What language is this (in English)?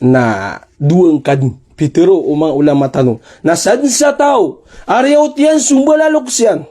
Maranao